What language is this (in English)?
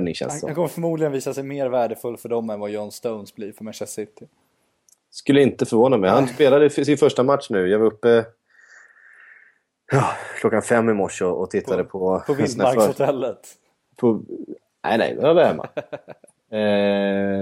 Swedish